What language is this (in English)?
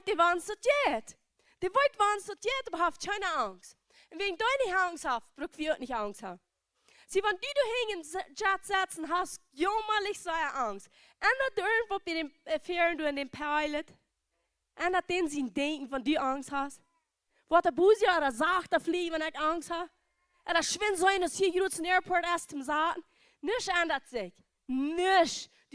Plautdietsch